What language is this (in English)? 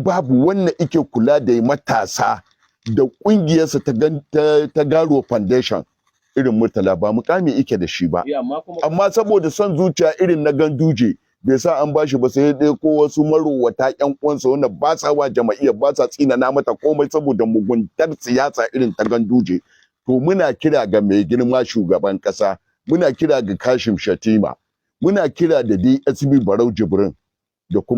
Hausa